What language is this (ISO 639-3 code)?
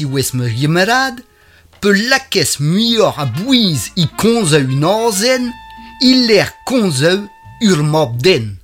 bre